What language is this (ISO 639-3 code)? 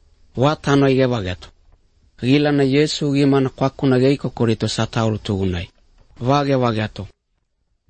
lav